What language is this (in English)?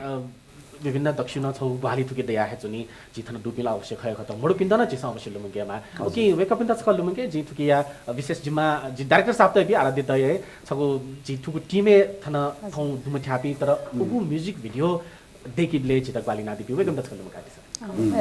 Newari